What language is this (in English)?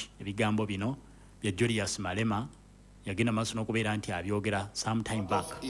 Ganda